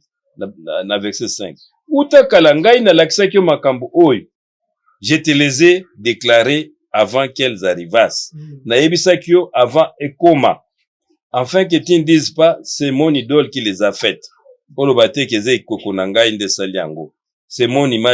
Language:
Lingala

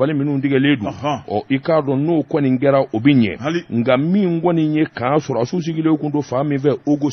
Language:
Bambara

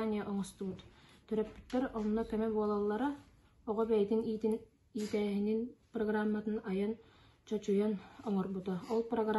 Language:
Yakut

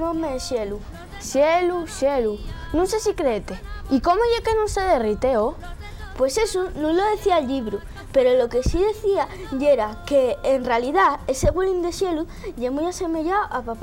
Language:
Asturian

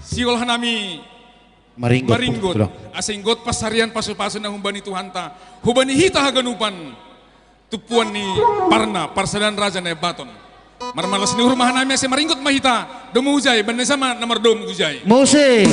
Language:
Batak Simalungun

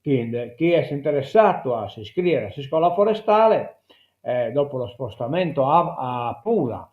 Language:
Sardinian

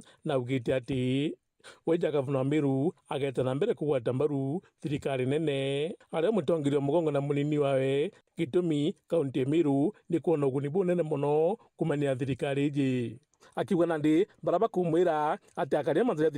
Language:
Meru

